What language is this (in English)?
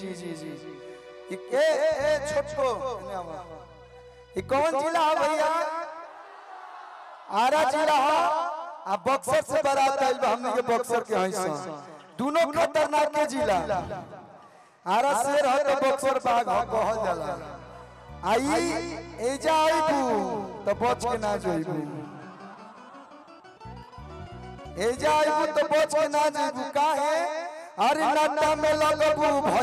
Bhojpuri